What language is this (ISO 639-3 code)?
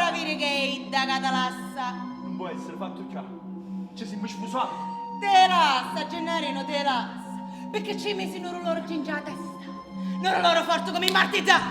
nap